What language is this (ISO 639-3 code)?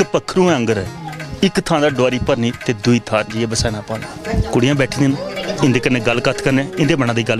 doi